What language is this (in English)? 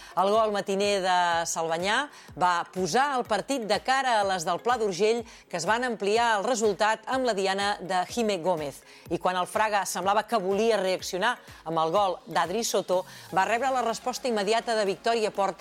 Catalan